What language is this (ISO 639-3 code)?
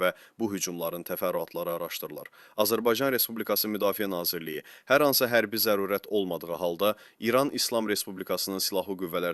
aze